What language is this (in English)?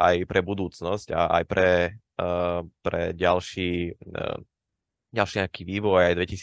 Slovak